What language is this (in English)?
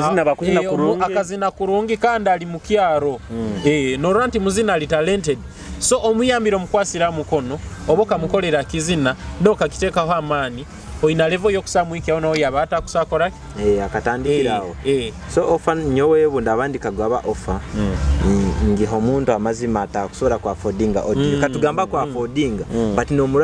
Nyoro